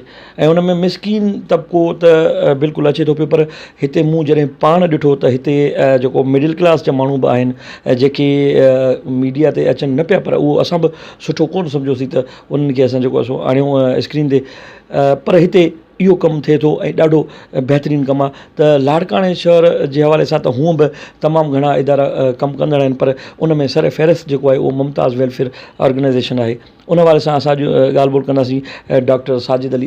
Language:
Sindhi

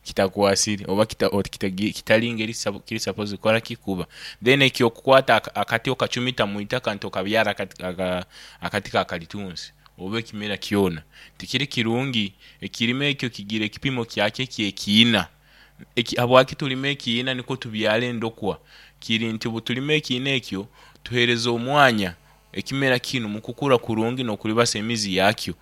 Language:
Nyoro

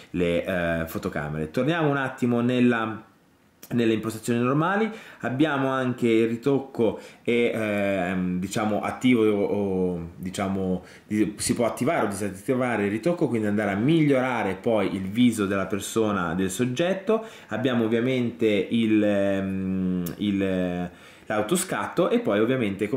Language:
Italian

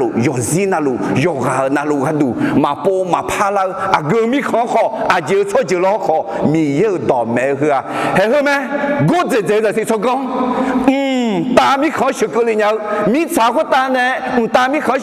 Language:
Akha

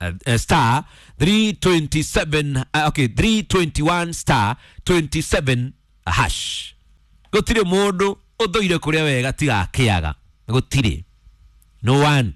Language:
Kikuyu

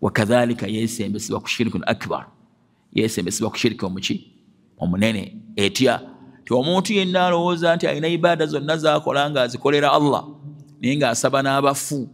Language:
Ganda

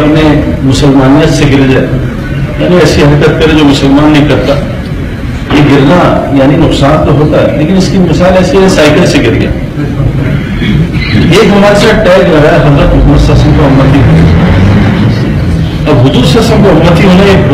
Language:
Urdu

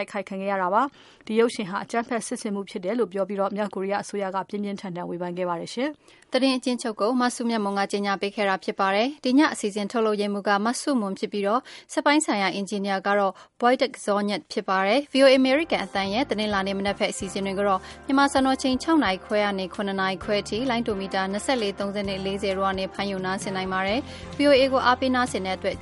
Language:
Burmese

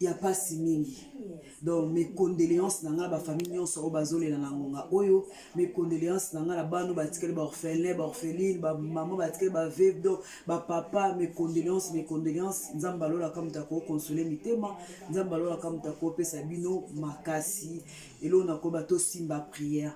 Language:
Lingala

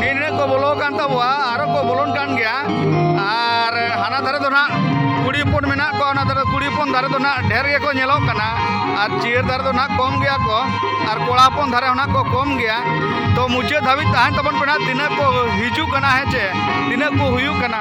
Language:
Santali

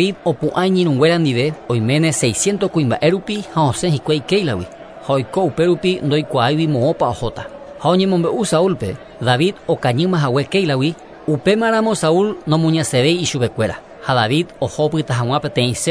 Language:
Guarani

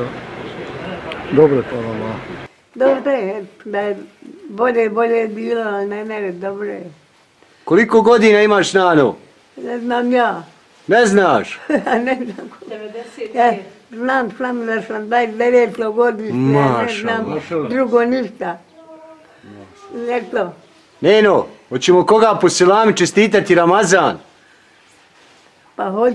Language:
Bosnian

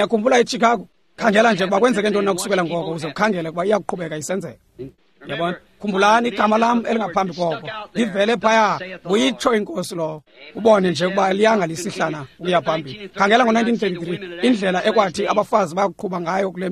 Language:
Xhosa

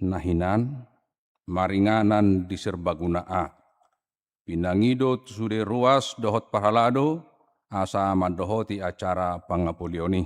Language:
Batak Toba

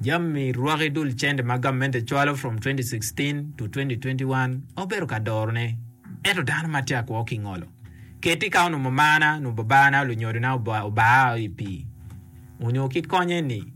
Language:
Acoli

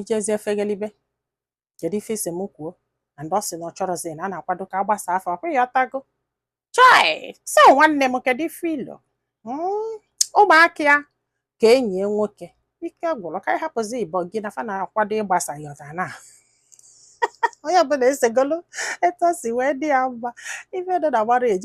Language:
Igbo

